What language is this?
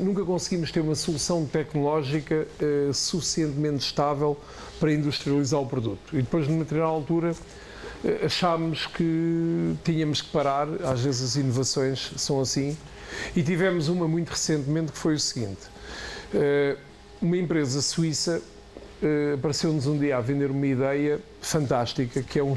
Portuguese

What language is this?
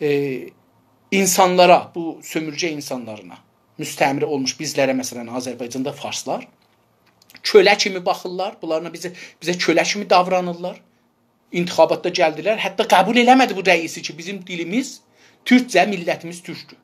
South Azerbaijani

